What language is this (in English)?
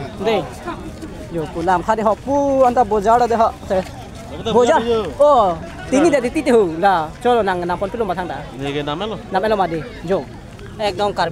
Karbi